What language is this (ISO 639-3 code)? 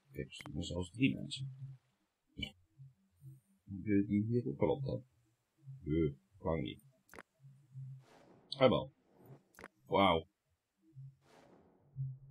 nld